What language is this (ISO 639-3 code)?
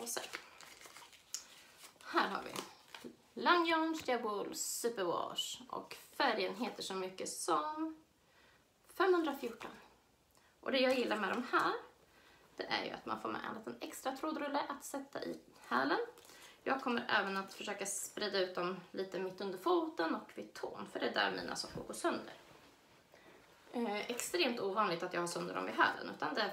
swe